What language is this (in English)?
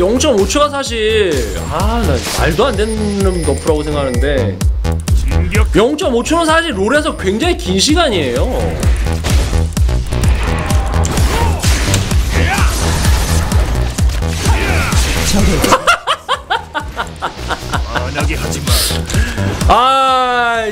Korean